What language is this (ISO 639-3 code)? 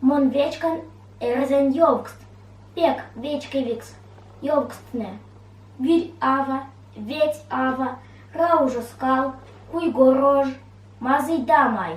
myv